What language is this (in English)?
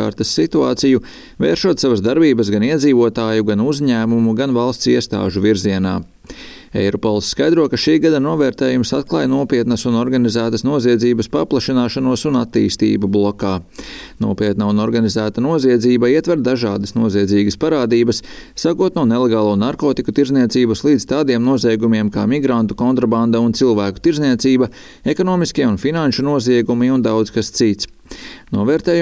Latvian